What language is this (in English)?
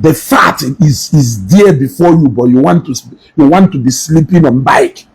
Igbo